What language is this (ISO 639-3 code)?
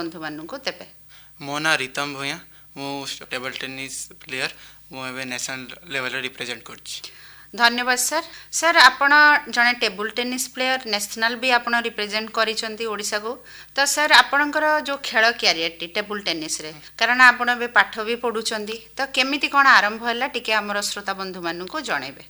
ori